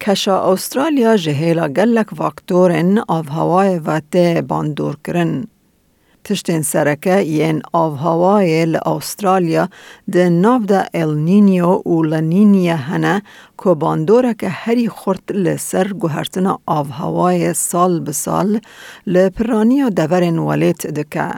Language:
Kurdish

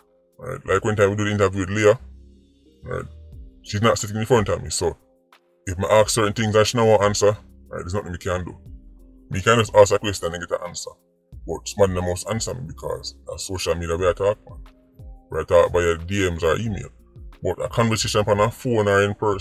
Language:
Jamaican Creole English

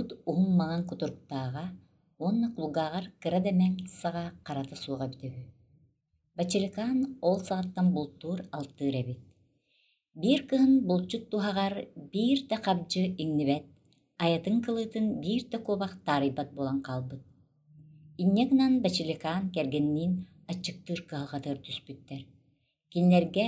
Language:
Yakut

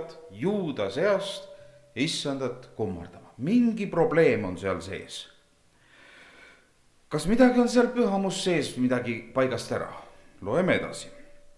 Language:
Estonian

